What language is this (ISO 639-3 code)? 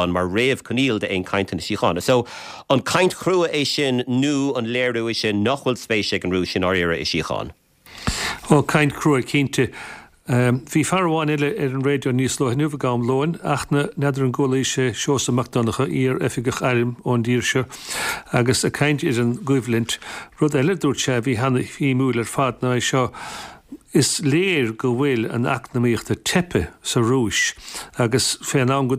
gle